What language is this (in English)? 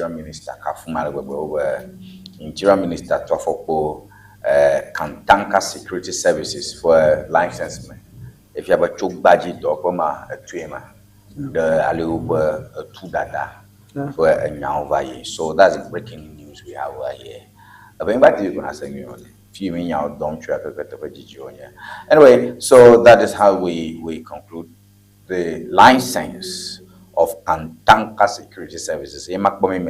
Ewe